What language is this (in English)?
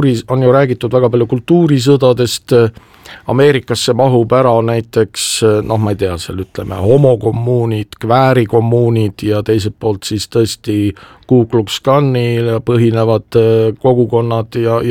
Estonian